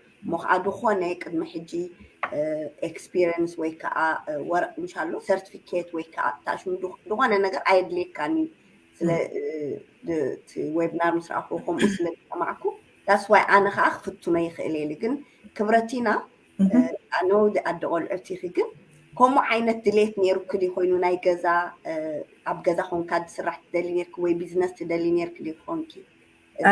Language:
Tigrinya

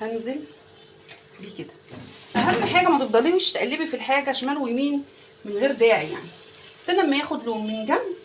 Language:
Egyptian Arabic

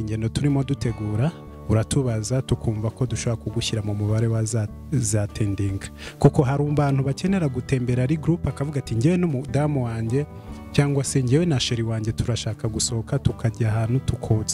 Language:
Kinyarwanda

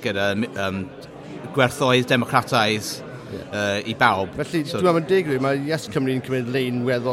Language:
Welsh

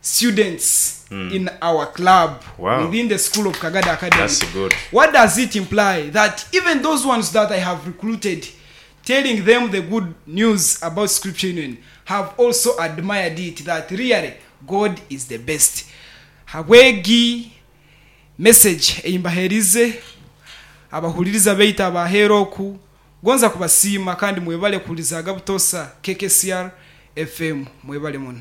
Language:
Nyoro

